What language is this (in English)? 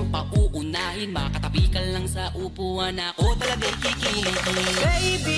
Filipino